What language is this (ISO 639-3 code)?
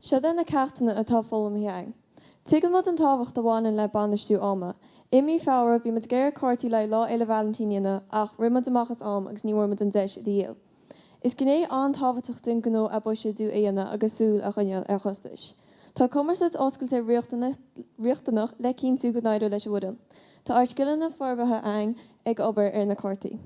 gle